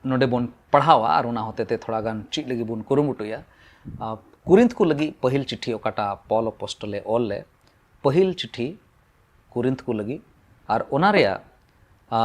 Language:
Santali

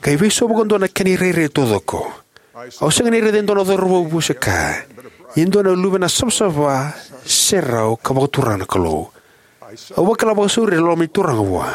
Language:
Fijian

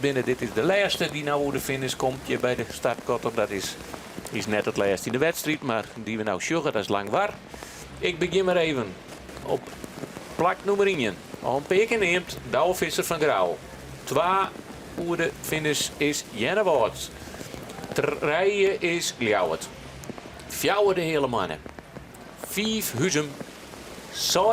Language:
Western Frisian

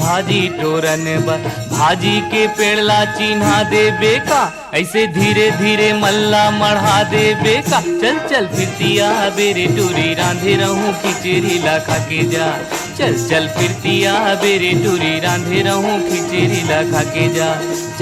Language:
Chhattisgarhi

